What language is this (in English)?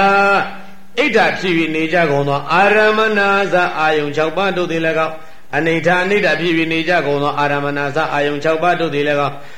Burmese